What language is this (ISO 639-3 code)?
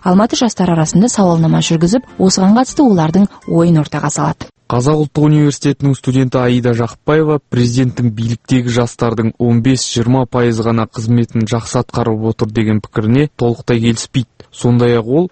kaz